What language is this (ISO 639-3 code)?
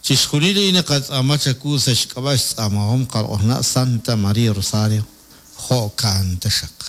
kek